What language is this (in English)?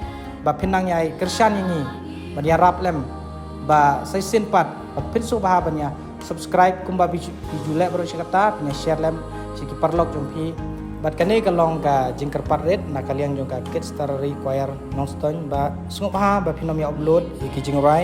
Khasi